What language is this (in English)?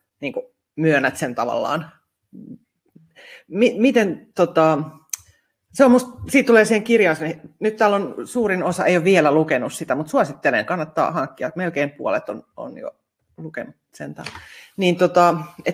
Finnish